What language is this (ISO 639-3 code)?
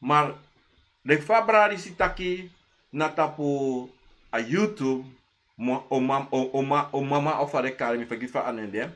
srn